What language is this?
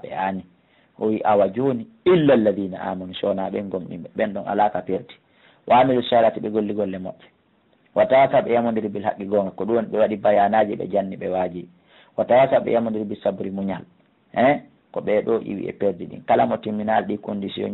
Fula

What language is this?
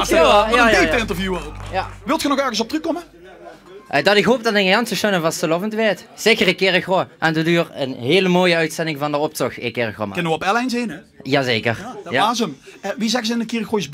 Limburgish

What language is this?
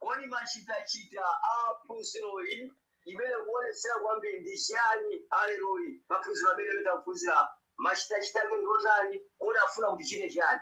Nyanja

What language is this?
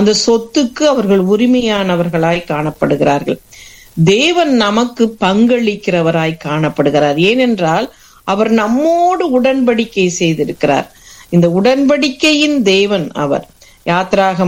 Tamil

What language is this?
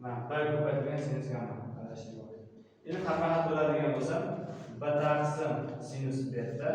Uzbek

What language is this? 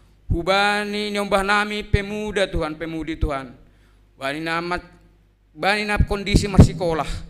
Batak Simalungun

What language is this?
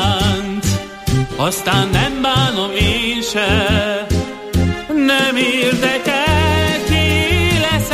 Hungarian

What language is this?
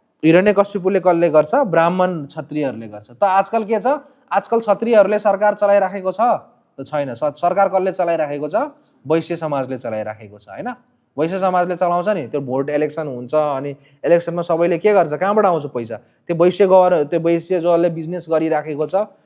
Nepali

